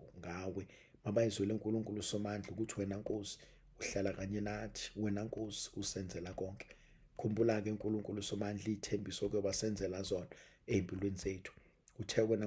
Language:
Zulu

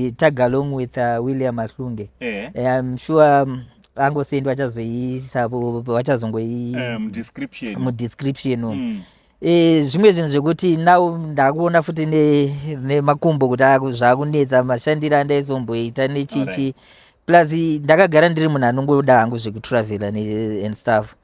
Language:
Shona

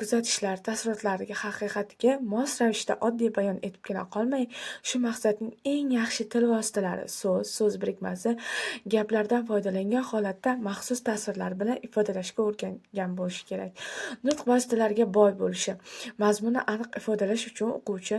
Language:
Uzbek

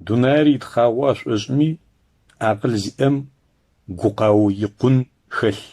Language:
Adyghe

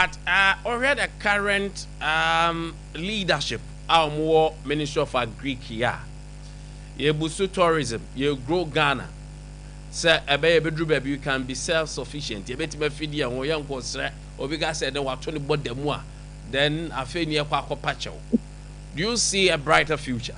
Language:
Akan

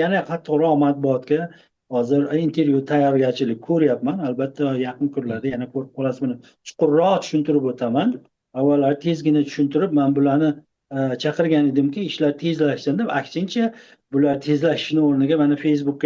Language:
Uzbek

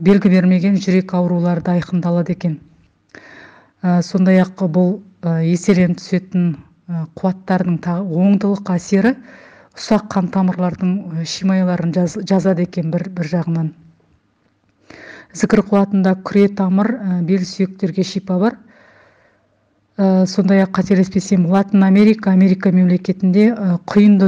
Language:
Kazakh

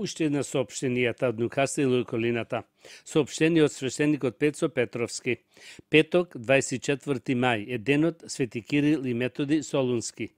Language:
Macedonian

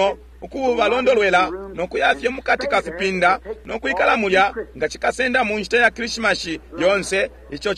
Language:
Bemba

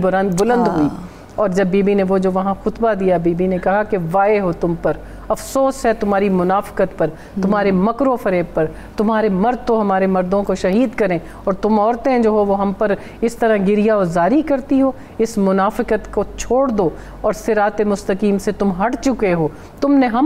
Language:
Urdu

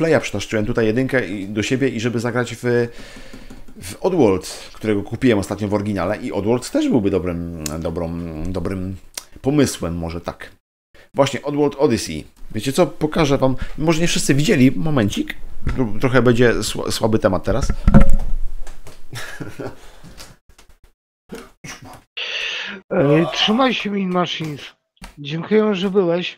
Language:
Polish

